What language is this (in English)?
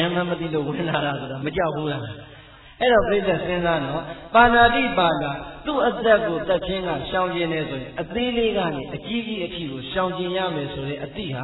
Burmese